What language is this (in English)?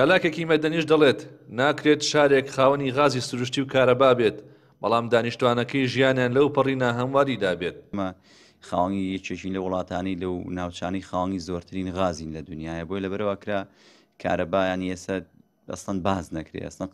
Central Kurdish